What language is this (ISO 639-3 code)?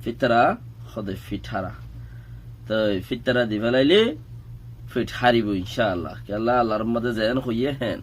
rhg